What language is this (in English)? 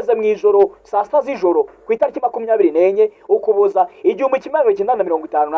Kinyarwanda